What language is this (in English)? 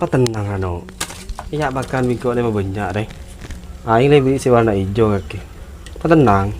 Madurese